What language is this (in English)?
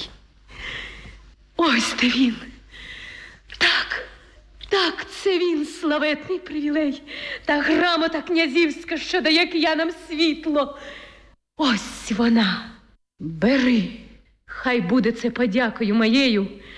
Ukrainian